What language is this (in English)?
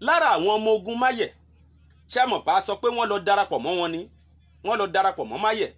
Yoruba